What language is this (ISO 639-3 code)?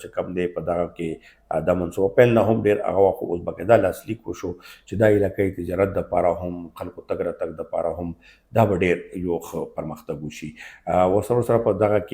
pus